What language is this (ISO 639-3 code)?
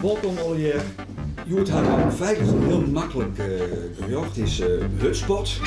fry